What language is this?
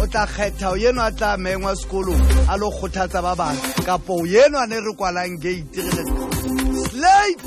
Southern Sotho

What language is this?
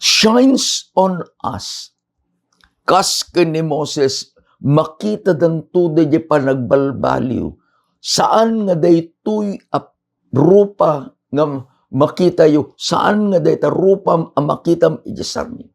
Iloko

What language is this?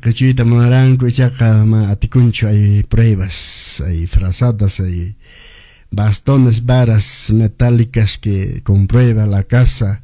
Quechua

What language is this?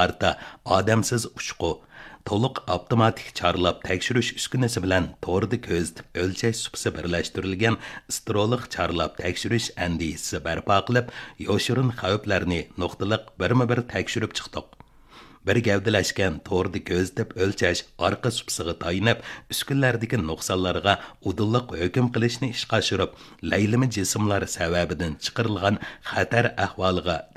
Uyghur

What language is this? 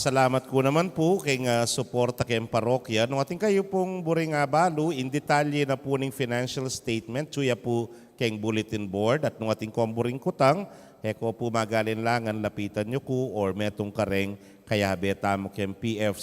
Pampanga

